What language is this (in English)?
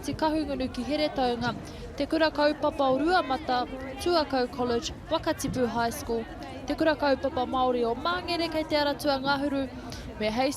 Māori